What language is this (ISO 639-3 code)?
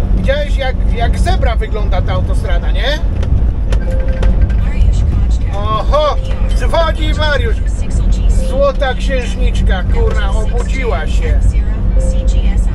pol